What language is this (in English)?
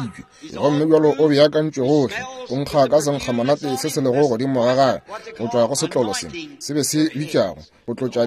Northern Sotho